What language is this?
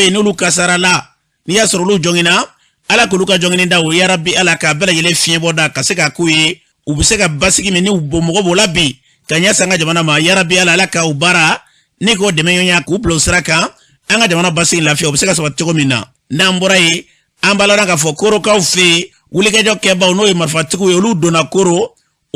Bambara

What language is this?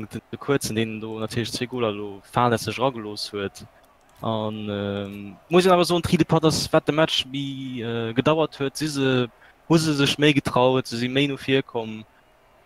Luxembourgish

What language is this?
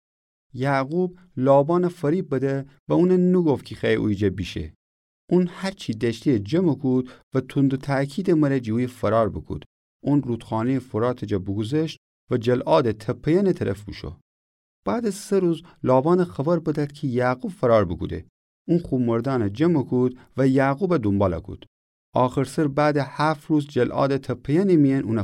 Gilaki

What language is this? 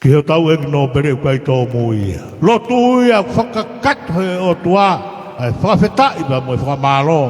Tongan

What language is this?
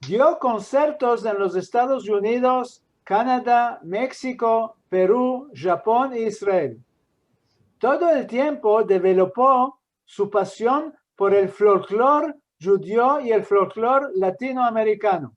Ladino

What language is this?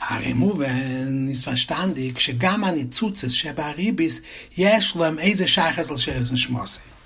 Yiddish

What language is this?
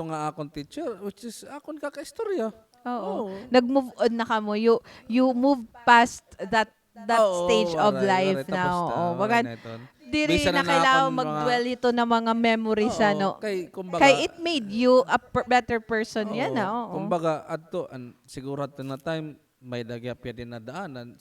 Waray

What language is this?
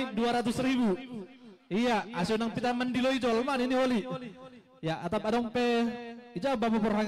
Batak Simalungun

